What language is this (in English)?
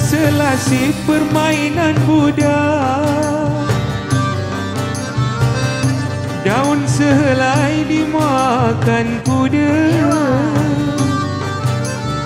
Malay